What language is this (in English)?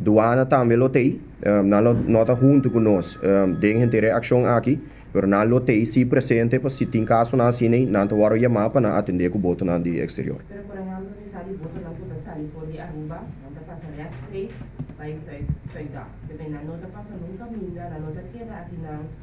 Papiamento